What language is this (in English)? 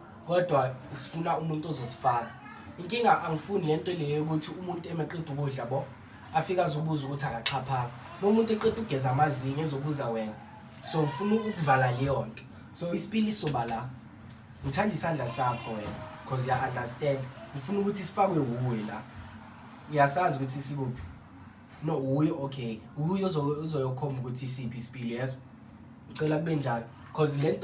Zulu